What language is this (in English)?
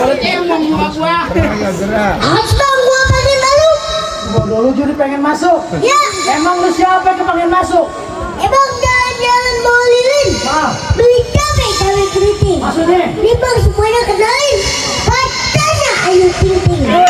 Betawi